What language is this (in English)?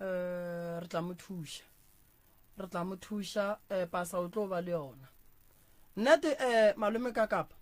Northern Sotho